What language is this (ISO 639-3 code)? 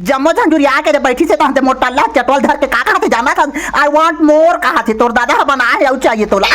hne